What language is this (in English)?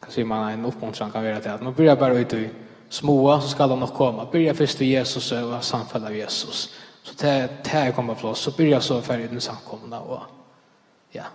Faroese